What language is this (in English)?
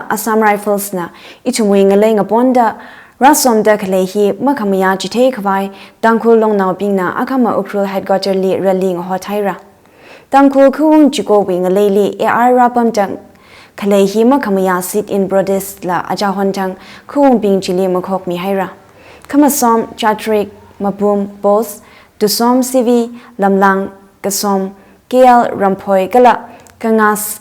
Tangkhul Naga (India)